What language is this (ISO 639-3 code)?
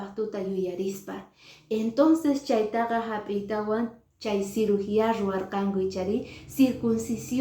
que